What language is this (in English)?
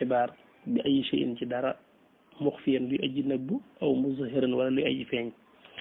Wolof